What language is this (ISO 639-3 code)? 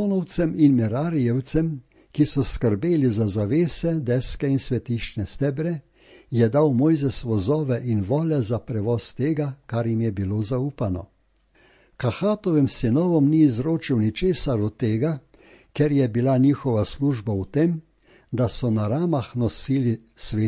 slv